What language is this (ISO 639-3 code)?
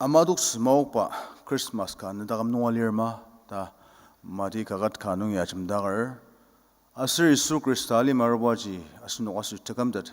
njo